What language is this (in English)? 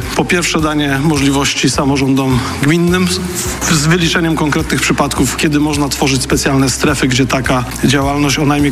Polish